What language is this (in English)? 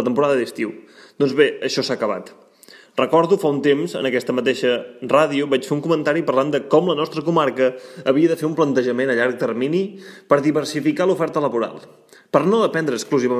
Catalan